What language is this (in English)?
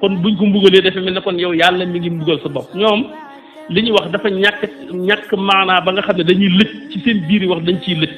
Wolof